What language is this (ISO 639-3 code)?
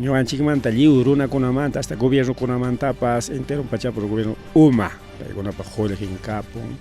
quy